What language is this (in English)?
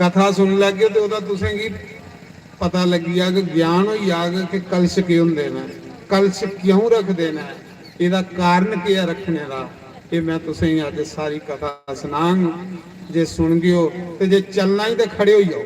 Dogri